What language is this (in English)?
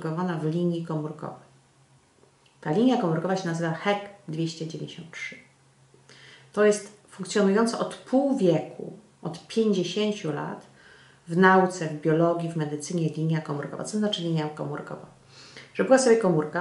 Polish